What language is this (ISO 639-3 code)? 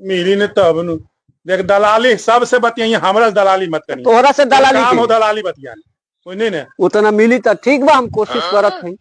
mag